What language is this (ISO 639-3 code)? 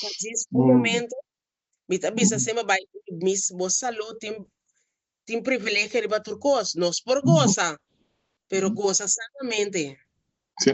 pap